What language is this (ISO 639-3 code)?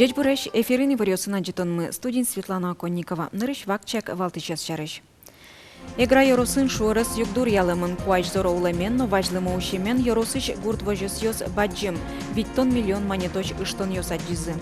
udm